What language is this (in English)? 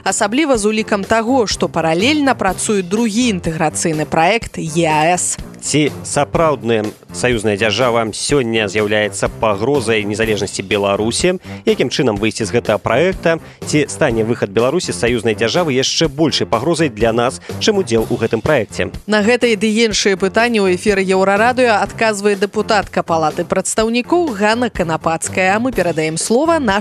Belarusian